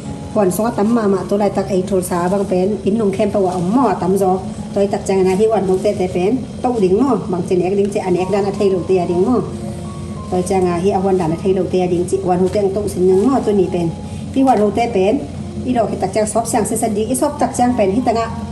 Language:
Tedim Chin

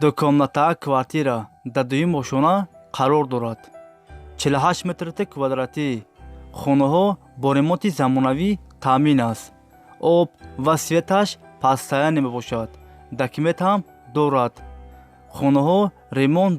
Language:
Tajik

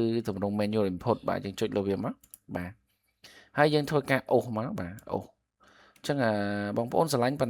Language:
Khmer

